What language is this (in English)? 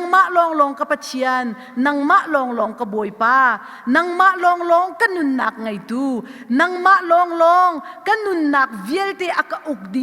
Hakha Chin